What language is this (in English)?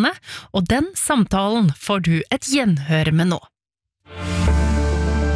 Norwegian